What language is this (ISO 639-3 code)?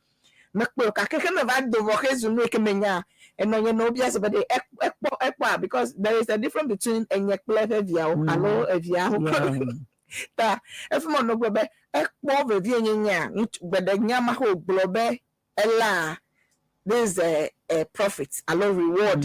ewe